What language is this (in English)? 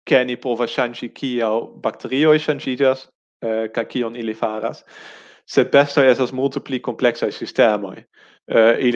Esperanto